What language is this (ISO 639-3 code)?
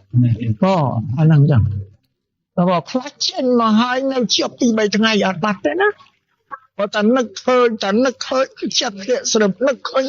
khm